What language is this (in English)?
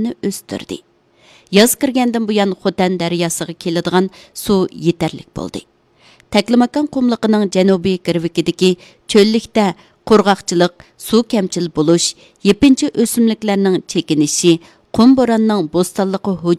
Uyghur